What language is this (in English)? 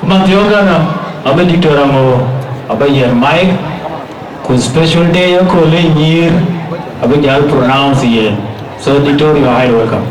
Dinka